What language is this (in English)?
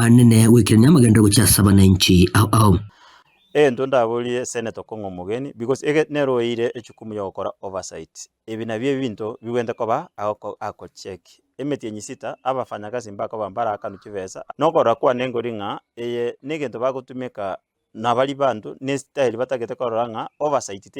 Gusii